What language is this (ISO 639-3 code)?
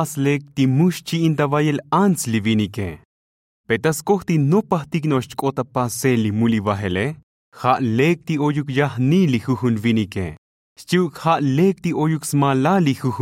tzo